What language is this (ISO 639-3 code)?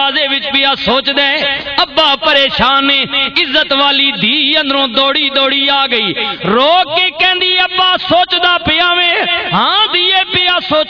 lah